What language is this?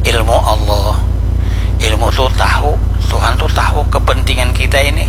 Banjar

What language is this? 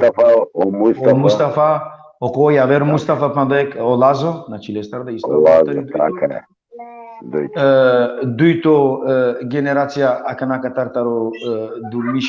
Balkan Romani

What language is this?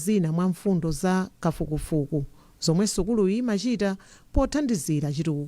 Nyanja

